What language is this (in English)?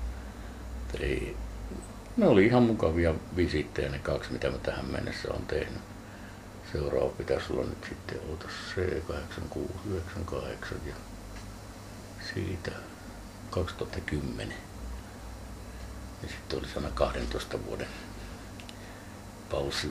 Finnish